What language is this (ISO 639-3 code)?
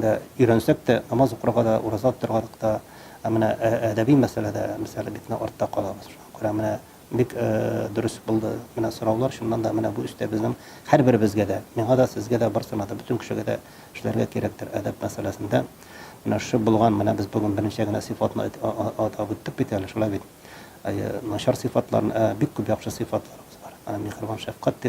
tat